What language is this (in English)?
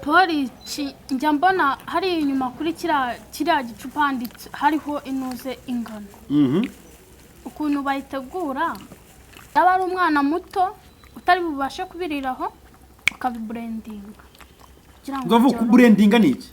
Kinyarwanda